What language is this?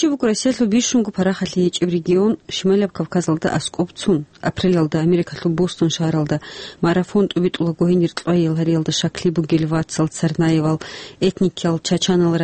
Avaric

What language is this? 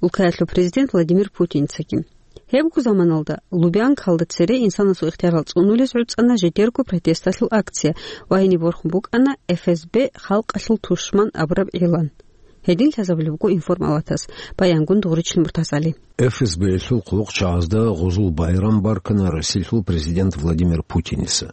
Avaric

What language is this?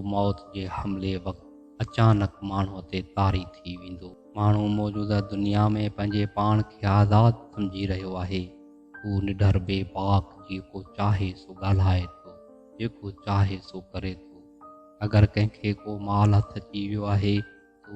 Sindhi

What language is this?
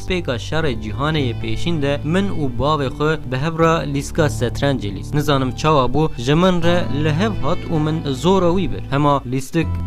Kurdish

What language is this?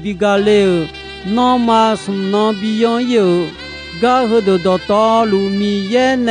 Akha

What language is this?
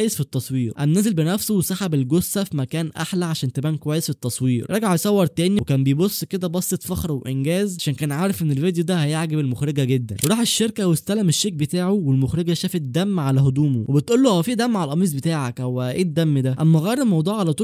Egyptian Arabic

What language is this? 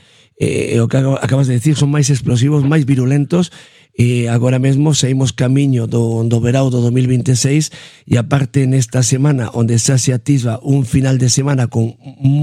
Galician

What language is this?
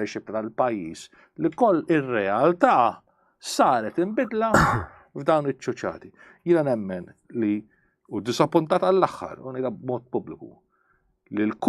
Maltese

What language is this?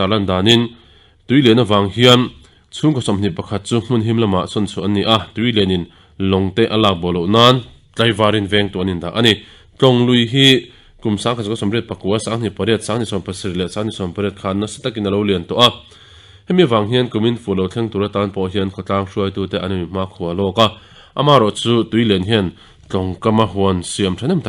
Mizo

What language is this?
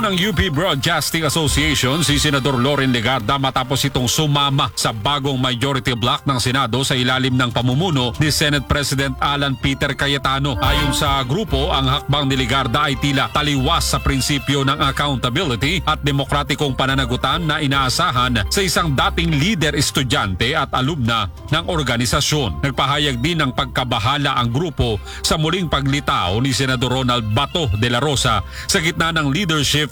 Filipino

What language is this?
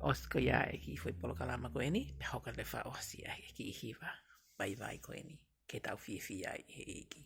Tongan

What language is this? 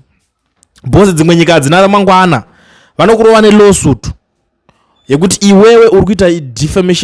Shona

